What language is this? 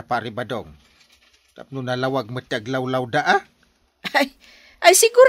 Iloko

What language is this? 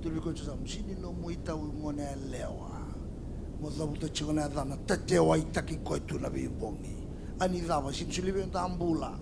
Fijian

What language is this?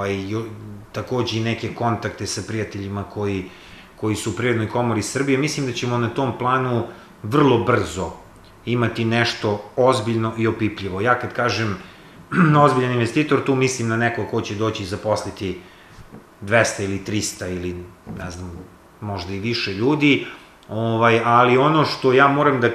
Serbian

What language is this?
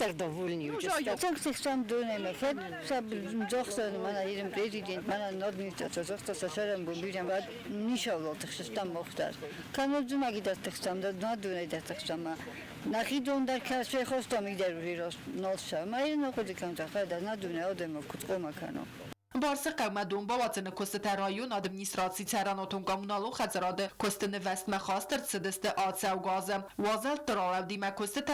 Ossetic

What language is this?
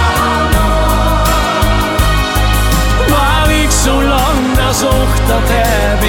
Dutch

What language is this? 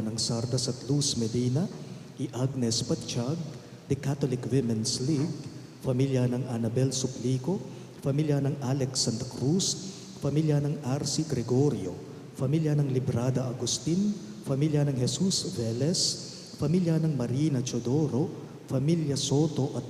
Pampanga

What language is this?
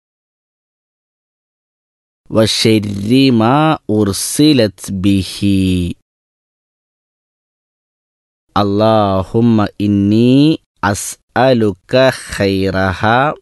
Malayalam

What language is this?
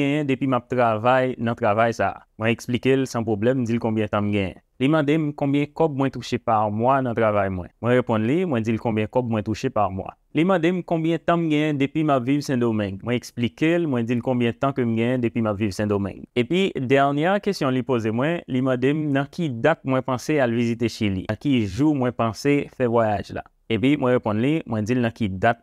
Haitian Creole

